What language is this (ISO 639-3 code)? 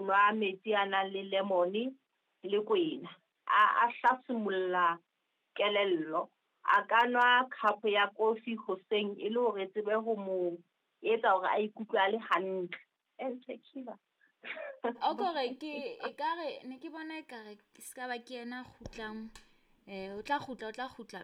sot